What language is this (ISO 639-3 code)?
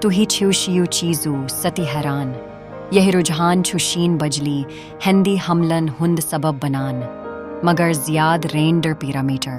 kas